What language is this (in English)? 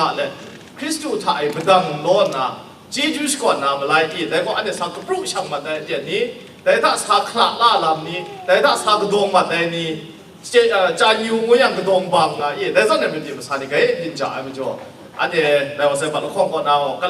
Kachin